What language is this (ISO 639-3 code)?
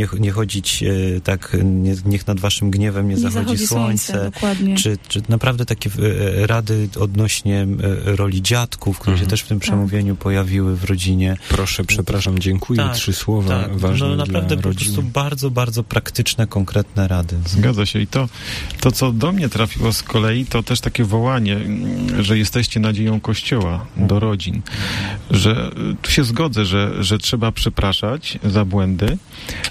pol